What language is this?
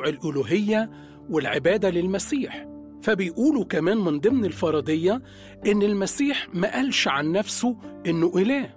Egyptian Arabic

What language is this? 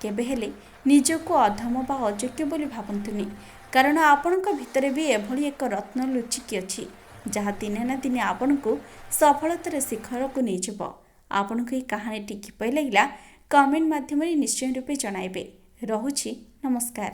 Odia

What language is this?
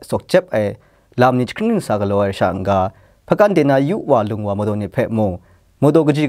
Kachin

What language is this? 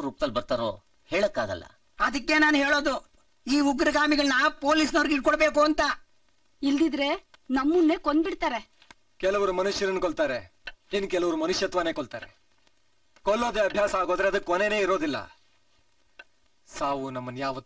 Kannada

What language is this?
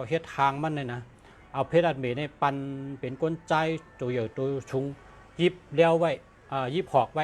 Shan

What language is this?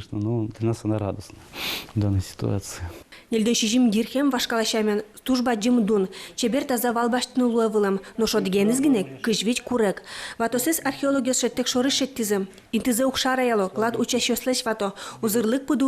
Udmurt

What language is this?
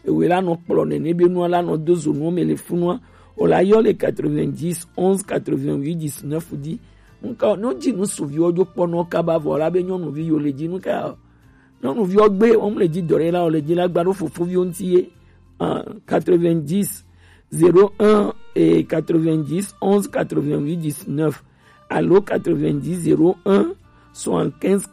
Gen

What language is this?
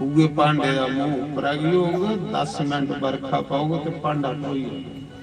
Dogri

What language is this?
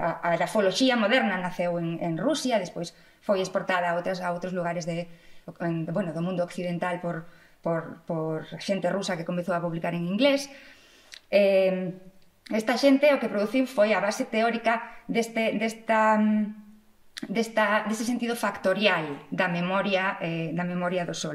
Galician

